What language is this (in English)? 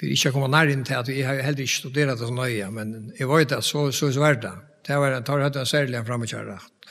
Faroese